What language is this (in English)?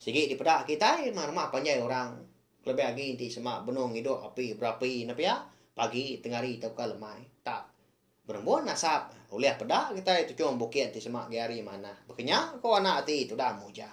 Iban